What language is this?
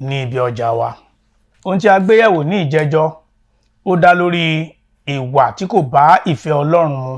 Yoruba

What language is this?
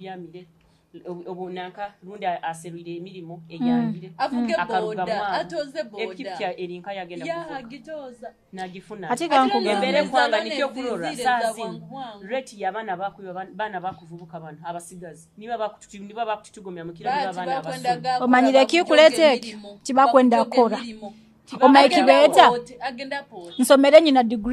Nyoro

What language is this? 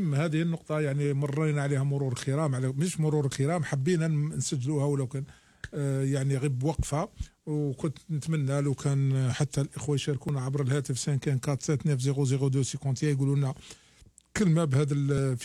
Algerian Arabic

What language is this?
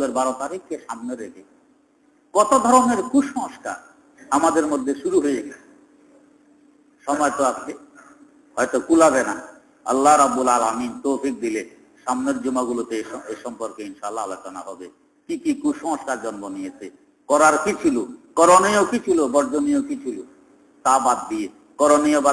Bangla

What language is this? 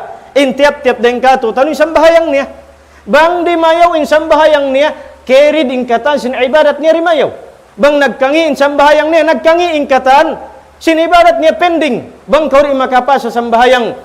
Tausug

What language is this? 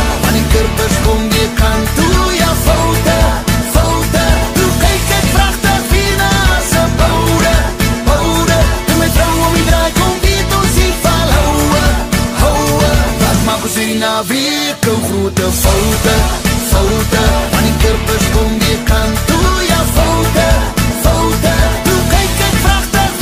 Afrikaans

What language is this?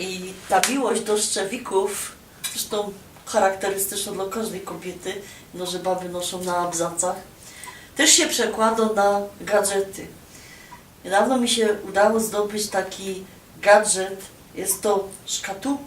Silesian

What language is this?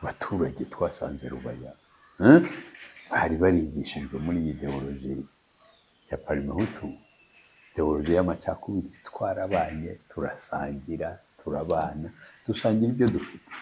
Kinyarwanda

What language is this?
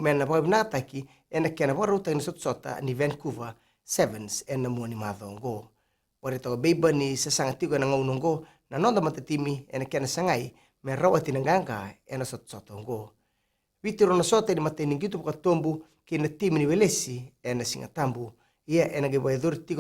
Fijian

